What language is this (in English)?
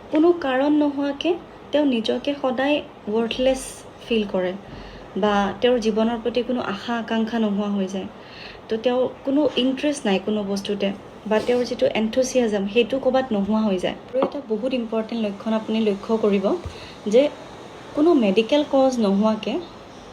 Assamese